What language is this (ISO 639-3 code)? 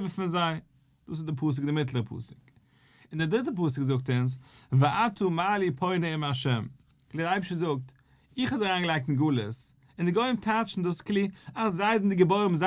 yid